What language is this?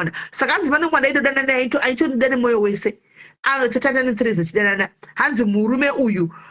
Shona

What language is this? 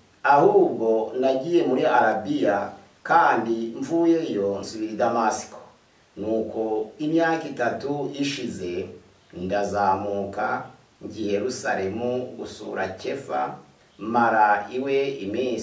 Kinyarwanda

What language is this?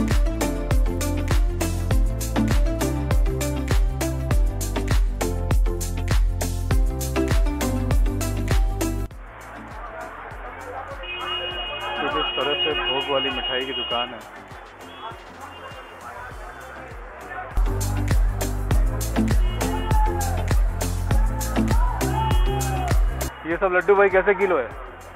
Hindi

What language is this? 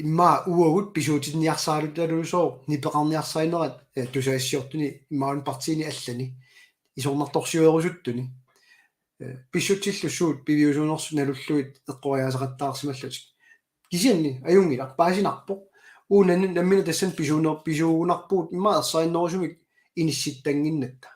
Kalaallisut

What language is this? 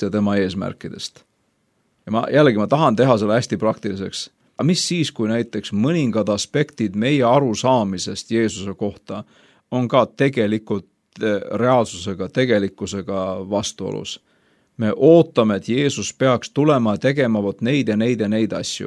Estonian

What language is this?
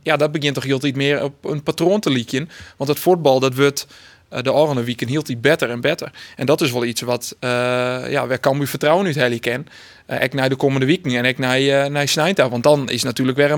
Western Frisian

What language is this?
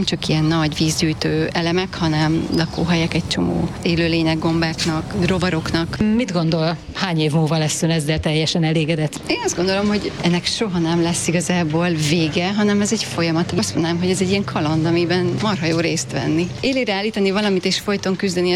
Hungarian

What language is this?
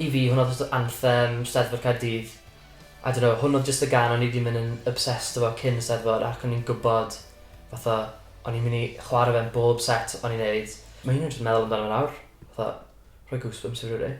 Welsh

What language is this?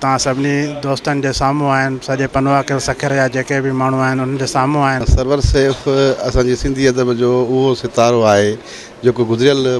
Sindhi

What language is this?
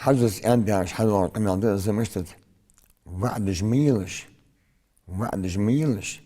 Ingush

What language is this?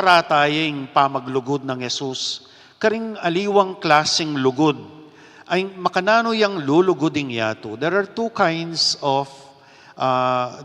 Pampanga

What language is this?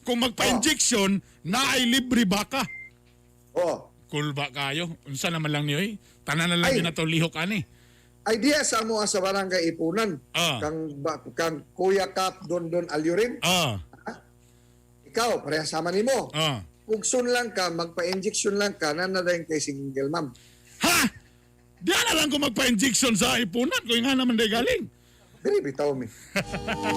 Cebuano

